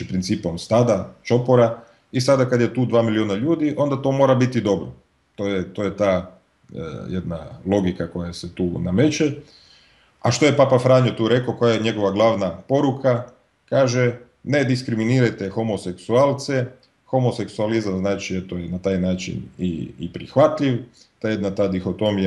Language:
Croatian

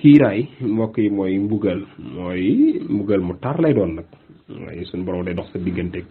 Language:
Wolof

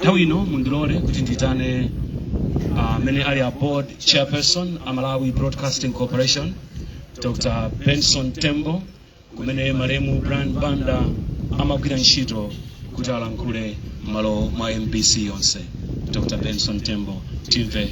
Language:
Nyanja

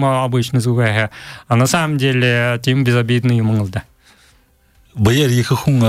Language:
Buriat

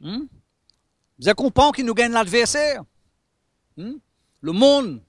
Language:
Morisyen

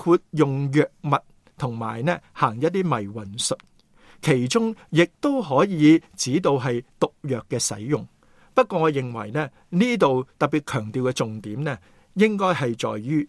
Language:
Cantonese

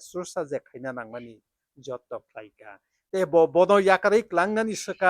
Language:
Kok Borok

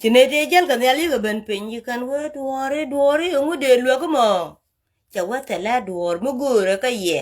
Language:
Nuer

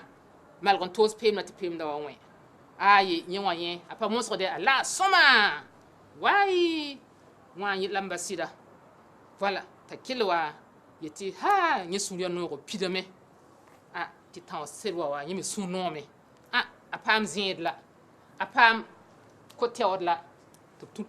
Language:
Mossi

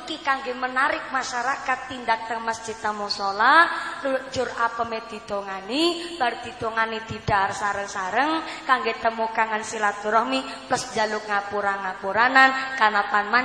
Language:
Javanese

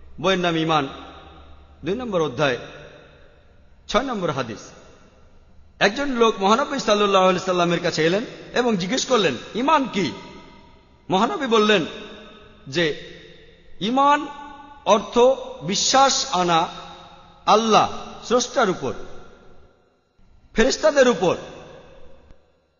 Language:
Bangla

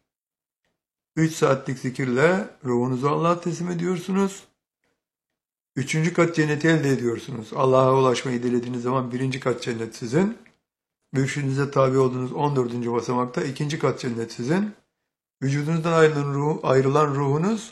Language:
Turkish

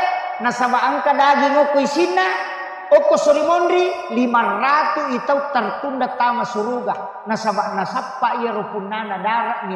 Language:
Buginese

